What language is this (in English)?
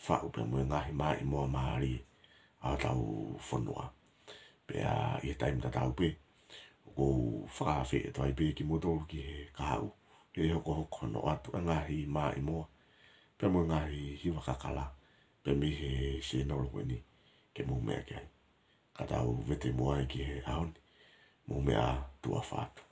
Tongan